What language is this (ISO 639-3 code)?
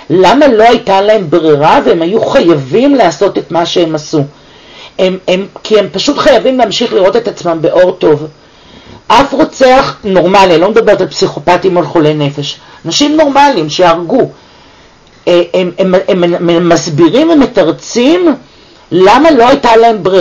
heb